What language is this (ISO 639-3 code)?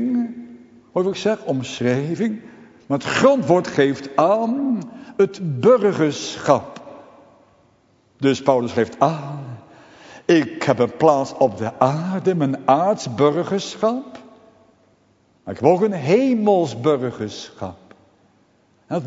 nld